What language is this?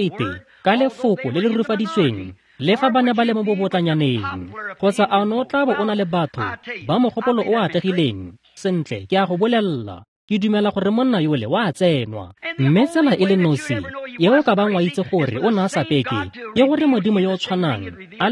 Tswana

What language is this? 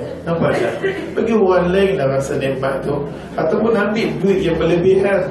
Malay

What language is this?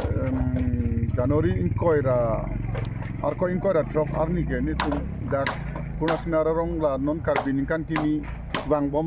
Karbi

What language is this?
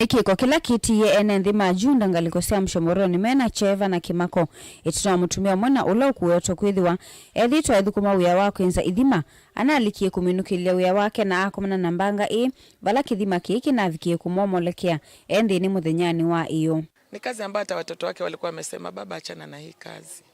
Kamba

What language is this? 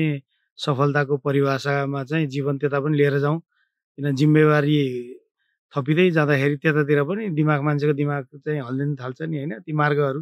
Nepali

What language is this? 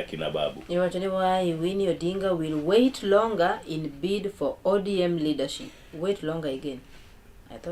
Luo (Kenya and Tanzania)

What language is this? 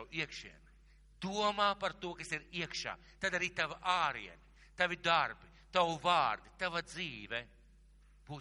Latvian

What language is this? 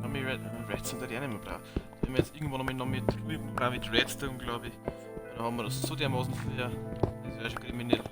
Bavarian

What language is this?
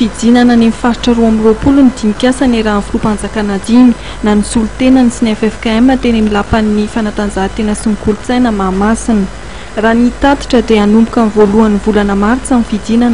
Malagasy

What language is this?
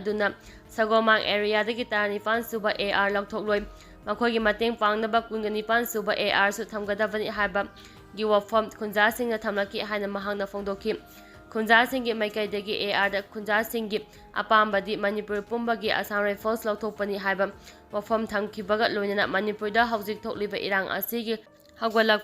Manipuri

